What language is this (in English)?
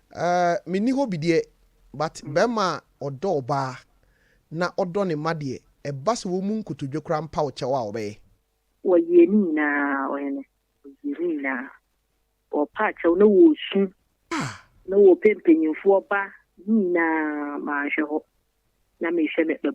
Akan